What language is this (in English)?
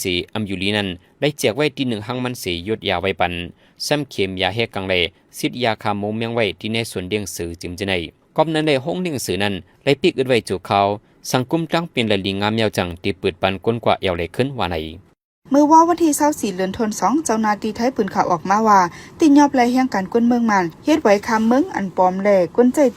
Shan